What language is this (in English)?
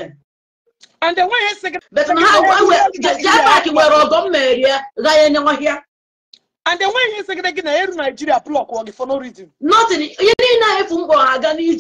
Igbo